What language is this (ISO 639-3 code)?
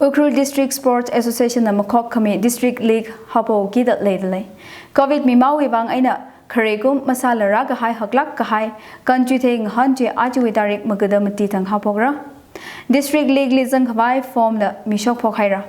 nmf